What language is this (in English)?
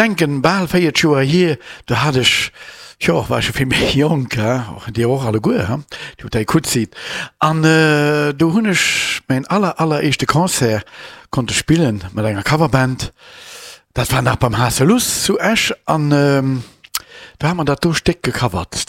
Luxembourgish